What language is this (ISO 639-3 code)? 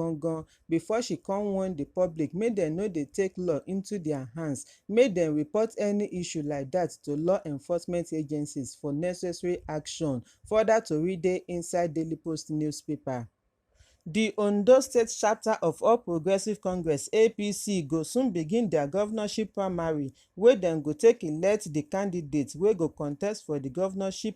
pcm